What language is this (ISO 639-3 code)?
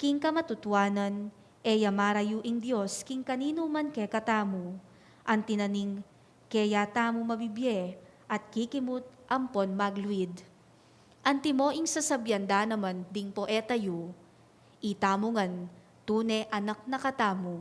pam